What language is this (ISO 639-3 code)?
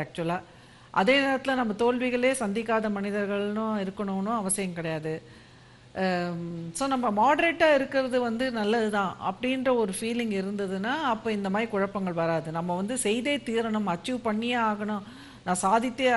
tam